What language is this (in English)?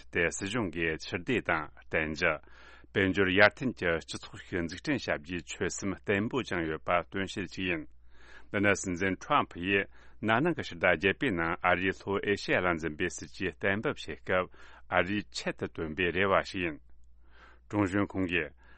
Tibetan